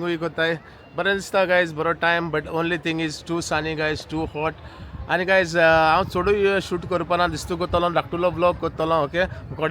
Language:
Konkani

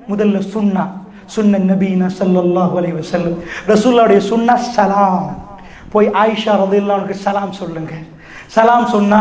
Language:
Tamil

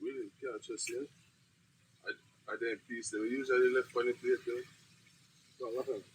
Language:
Jamaican Creole English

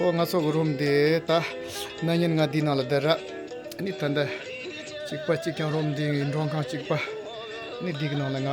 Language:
Tibetan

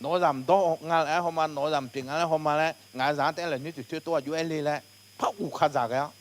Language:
Akha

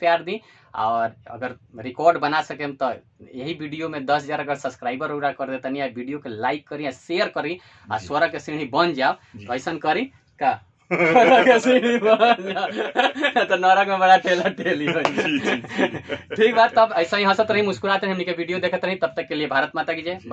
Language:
Bhojpuri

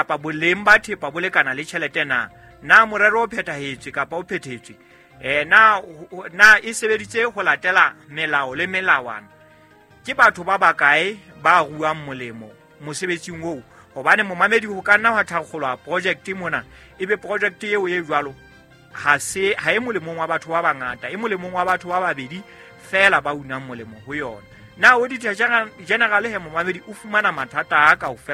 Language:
Southern Sotho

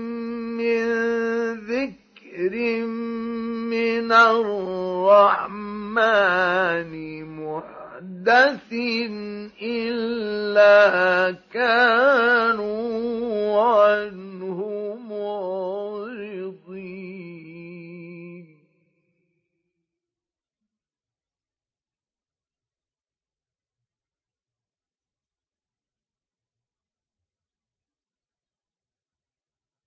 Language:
Arabic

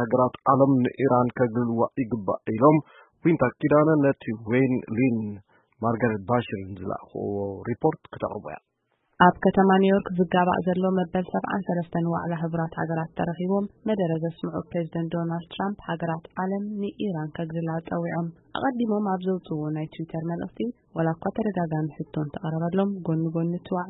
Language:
Tigrinya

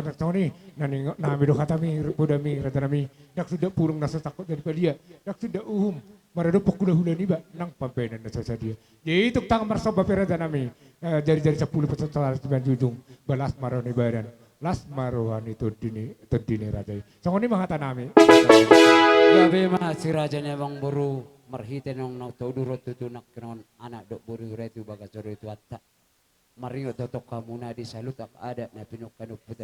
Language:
Batak Toba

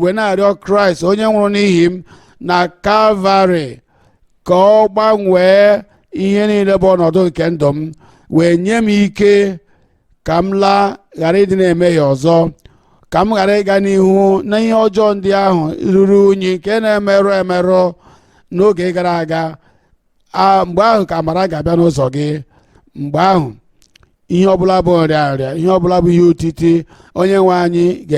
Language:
Igbo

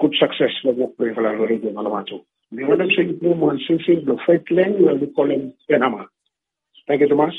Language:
Bislama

